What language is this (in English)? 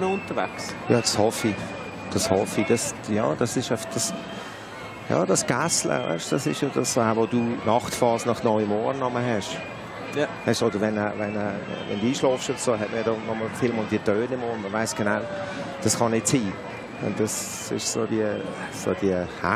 Swiss German